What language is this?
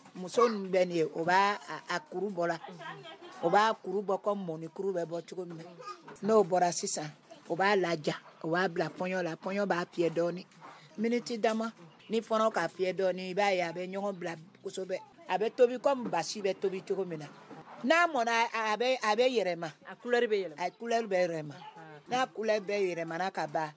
Bambara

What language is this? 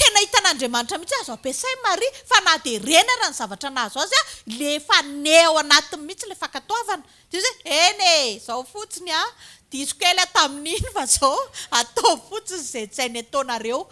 Malagasy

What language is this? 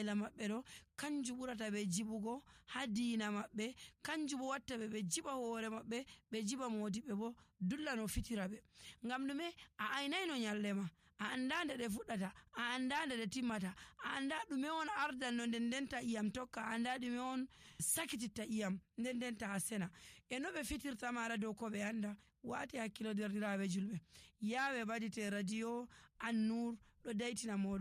Nigerian Fulfulde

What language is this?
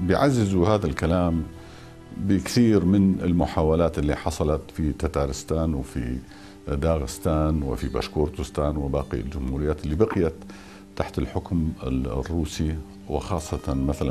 North Levantine Arabic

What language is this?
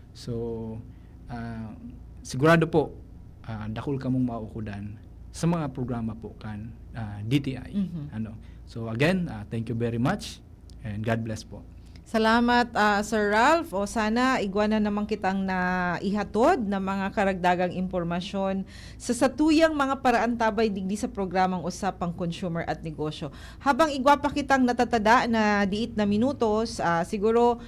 Bikol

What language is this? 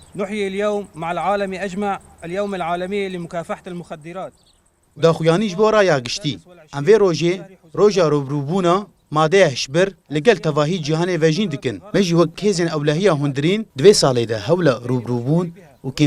Kurdish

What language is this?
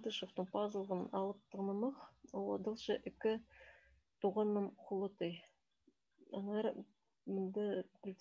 Khakas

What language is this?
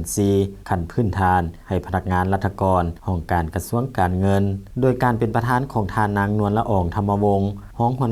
Lao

